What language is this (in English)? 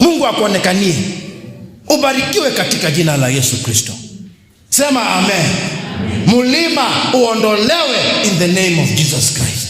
Kamba